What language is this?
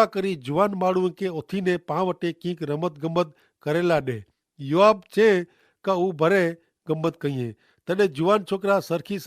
Kachhi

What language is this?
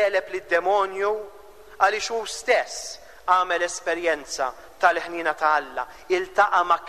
Maltese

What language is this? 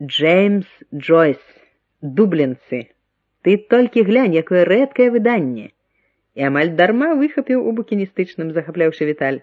Belarusian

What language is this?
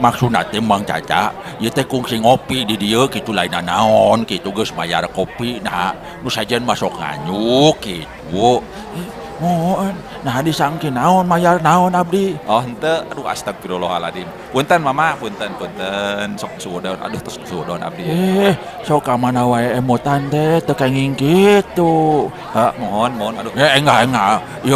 Sundanese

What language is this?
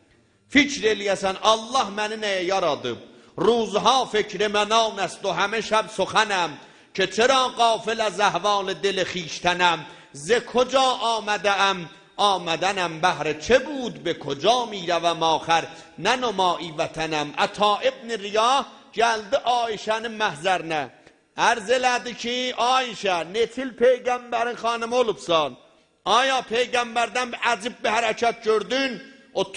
South Azerbaijani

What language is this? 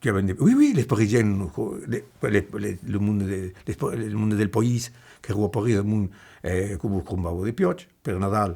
Occitan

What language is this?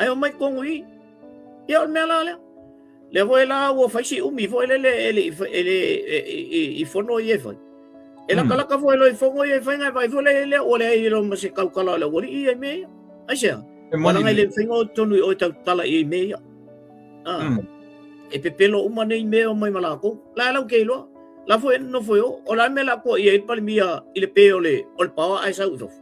Samoan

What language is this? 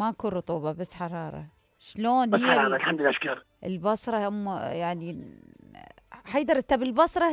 Mesopotamian Arabic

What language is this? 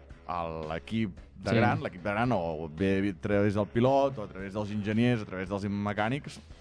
Catalan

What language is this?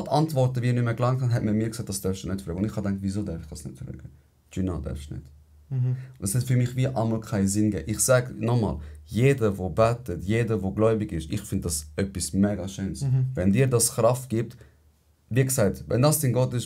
Swiss German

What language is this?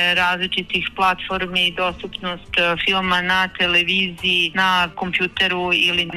Serbian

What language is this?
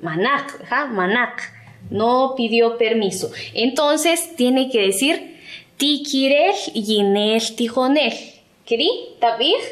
Kaqchikel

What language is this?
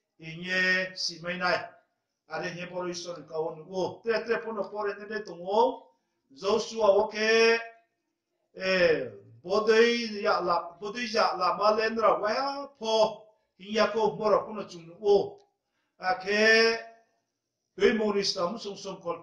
Riang (India)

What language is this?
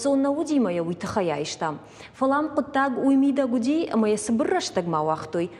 Ossetic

